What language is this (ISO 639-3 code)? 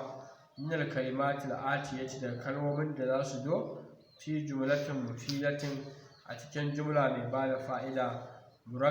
hau